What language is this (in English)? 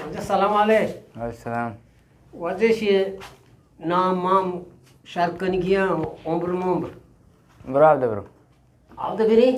Eastern Balochi